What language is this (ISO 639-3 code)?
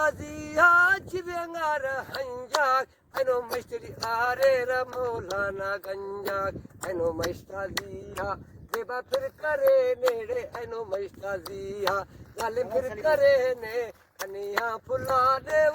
brh